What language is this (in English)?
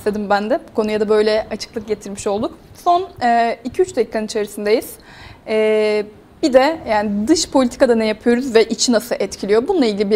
Turkish